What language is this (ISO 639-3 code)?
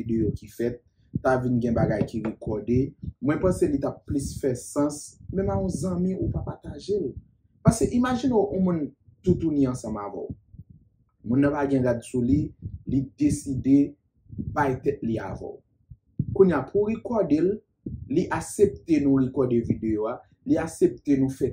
hat